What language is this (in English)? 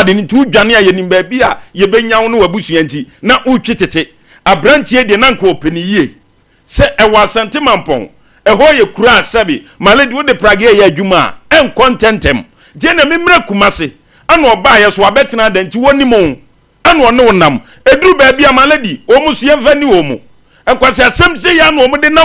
Akan